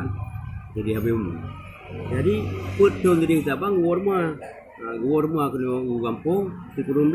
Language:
Achinese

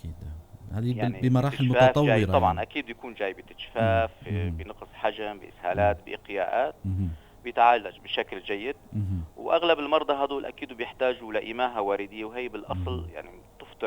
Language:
North Levantine Arabic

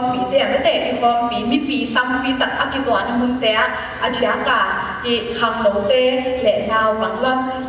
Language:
Tedim Chin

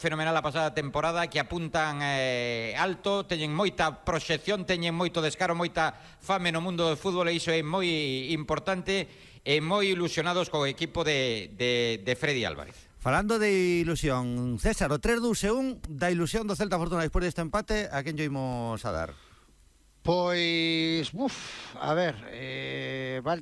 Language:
Galician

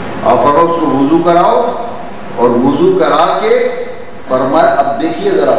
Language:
Urdu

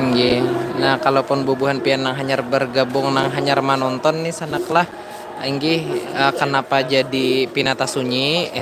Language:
Banjar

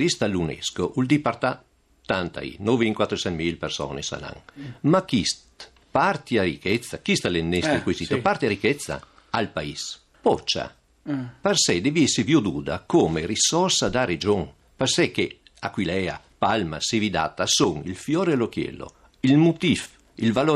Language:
Friulian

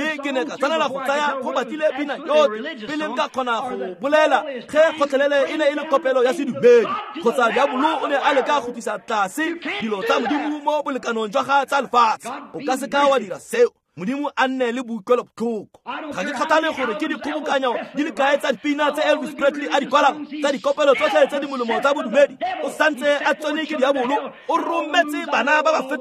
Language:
Tswana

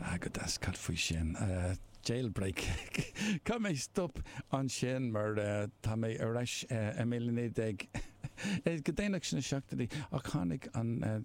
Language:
Irish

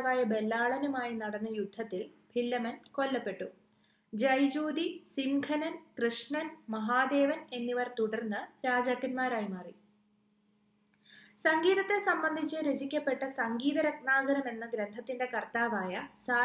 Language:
Malayalam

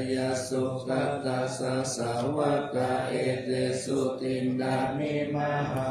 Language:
Pali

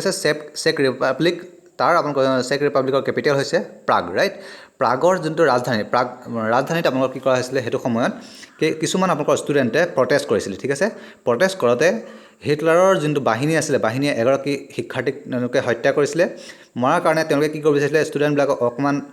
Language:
Assamese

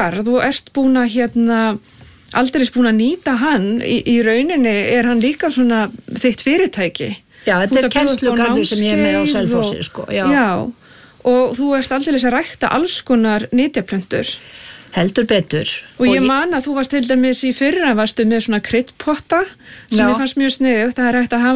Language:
Icelandic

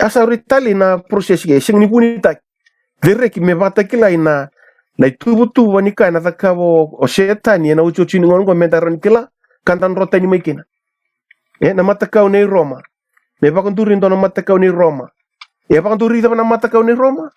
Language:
Fijian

